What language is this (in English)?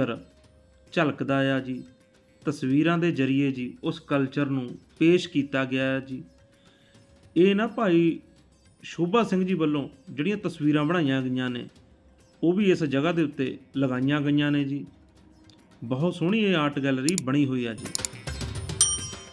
Punjabi